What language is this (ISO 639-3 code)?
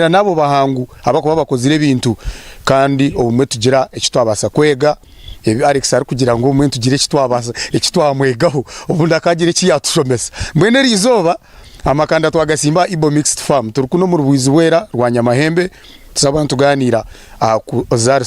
nyn